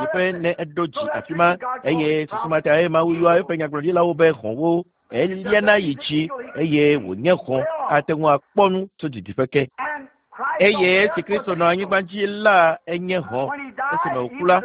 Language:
Ewe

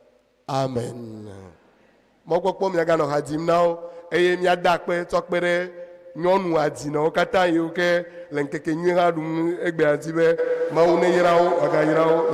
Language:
Ewe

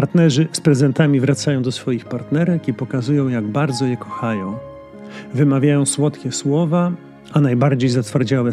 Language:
Polish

